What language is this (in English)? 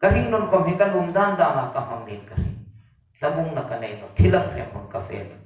Hmar